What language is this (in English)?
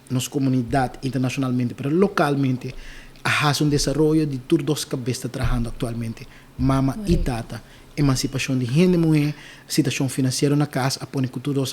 Papiamento